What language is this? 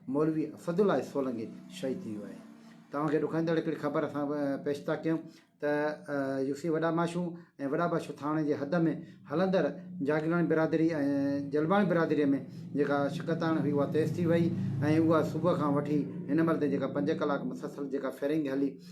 Sindhi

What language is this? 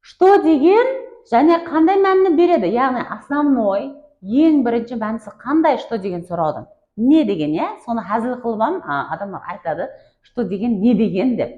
Kara-Kalpak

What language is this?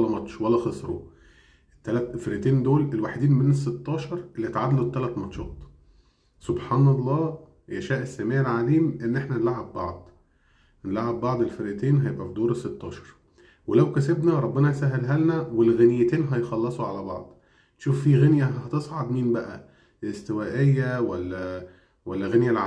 Egyptian Arabic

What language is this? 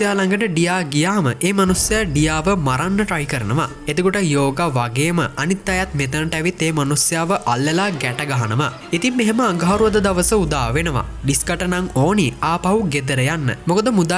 Sinhala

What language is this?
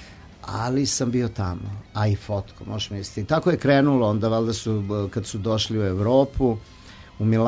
Serbian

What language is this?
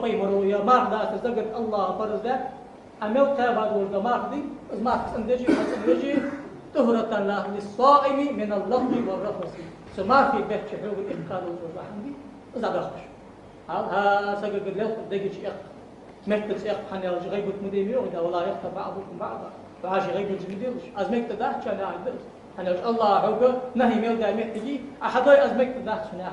Ingush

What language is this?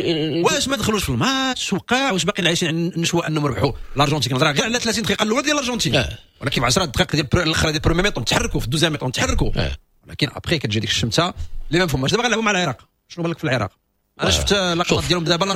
Moroccan Arabic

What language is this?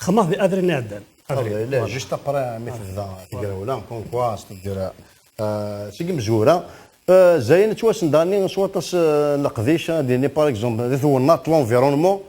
Kabyle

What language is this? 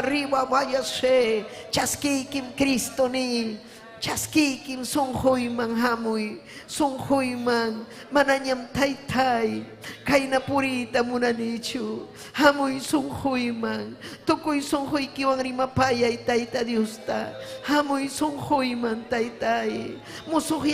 Ayacucho Quechua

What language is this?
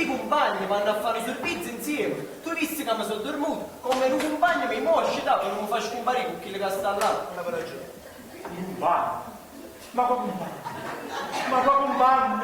Neapolitan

